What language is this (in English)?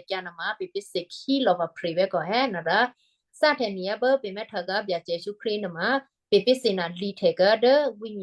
Western Kayah